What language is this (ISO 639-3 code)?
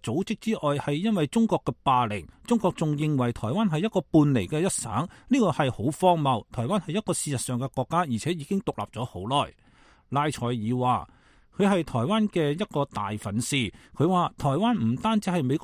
yue